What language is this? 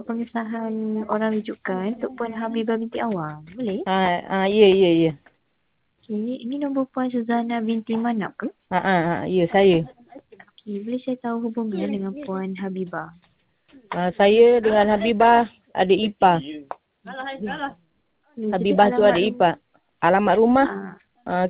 Malay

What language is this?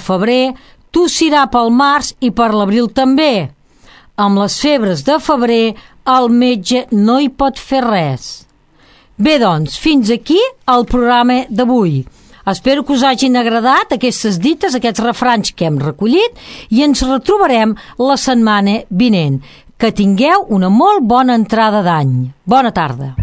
Catalan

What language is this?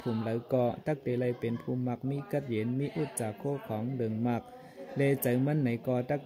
Shan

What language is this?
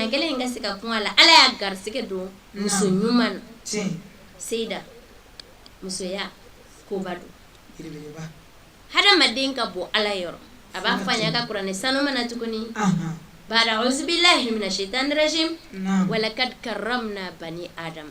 Bambara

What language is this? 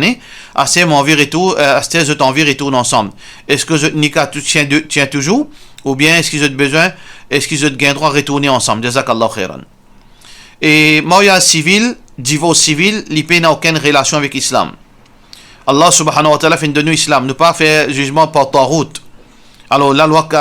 Morisyen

